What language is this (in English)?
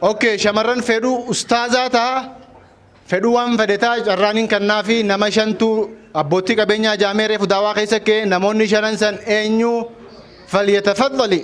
Oromo